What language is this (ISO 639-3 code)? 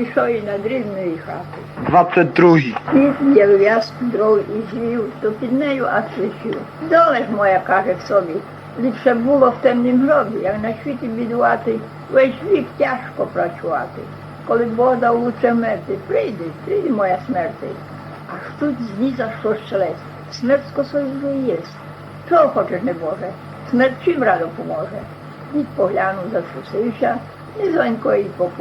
rue